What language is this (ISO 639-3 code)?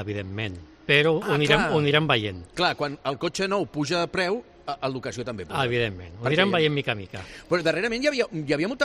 cat